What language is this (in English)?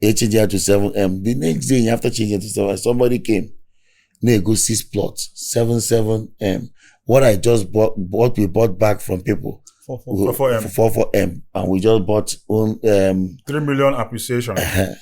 Igbo